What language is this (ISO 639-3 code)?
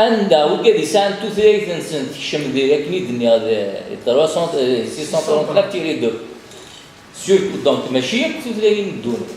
kab